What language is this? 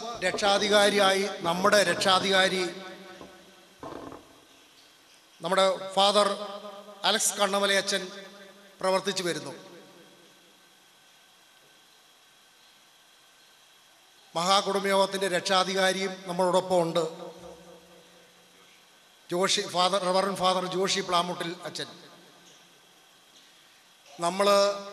Malayalam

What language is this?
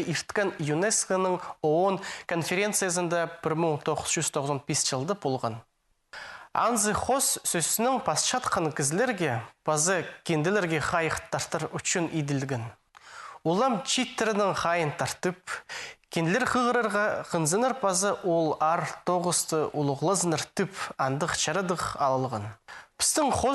Khakas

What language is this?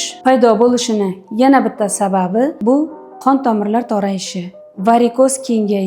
Uzbek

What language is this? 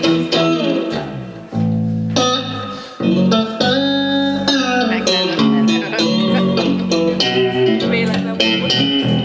Hungarian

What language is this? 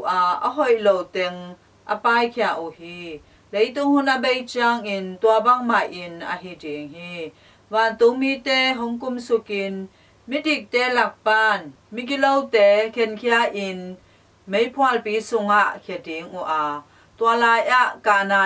Tedim Chin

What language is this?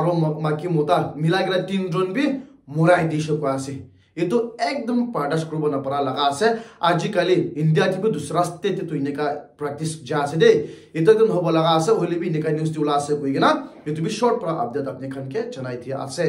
Naga Pidgin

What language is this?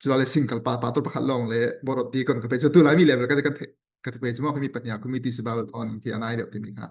Falam Chin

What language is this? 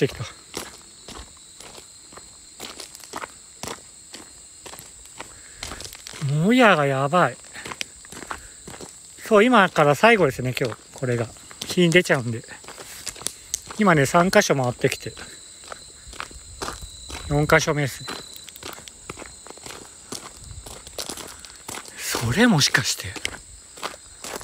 Japanese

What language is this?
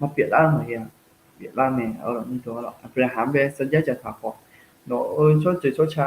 Akha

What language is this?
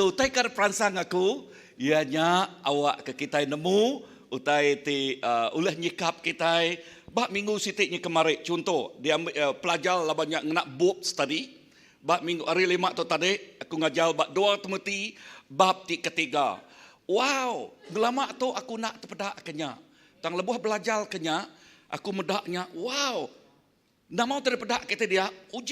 Iban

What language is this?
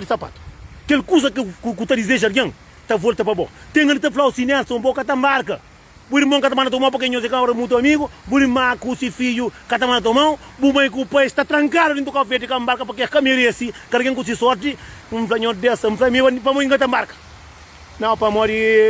Kabuverdianu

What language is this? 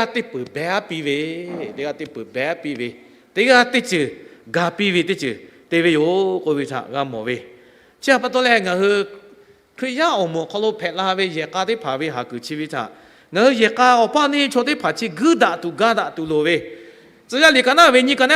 Lahu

